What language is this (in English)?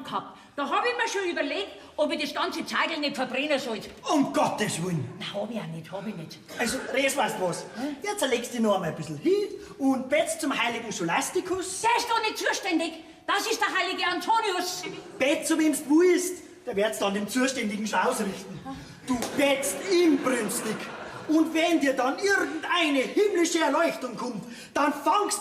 Bavarian